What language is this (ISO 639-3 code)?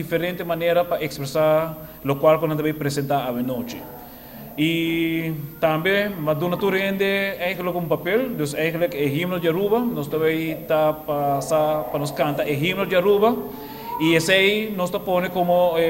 pap